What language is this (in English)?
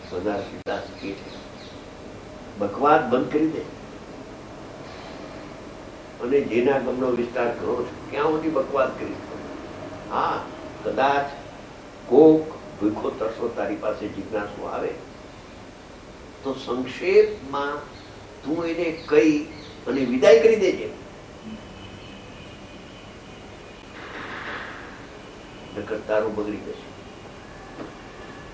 Gujarati